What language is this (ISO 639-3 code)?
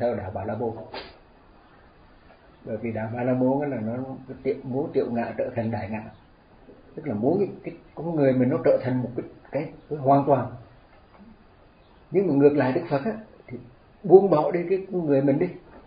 vie